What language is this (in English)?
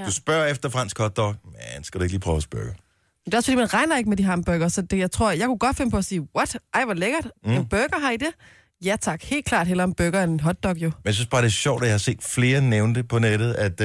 Danish